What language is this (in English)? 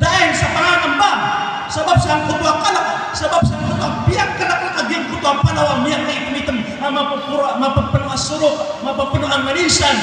Maranao